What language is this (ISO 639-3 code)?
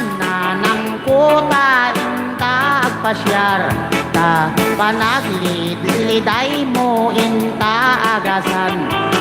ilo